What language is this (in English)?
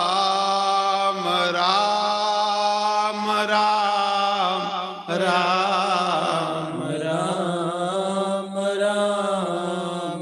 Dogri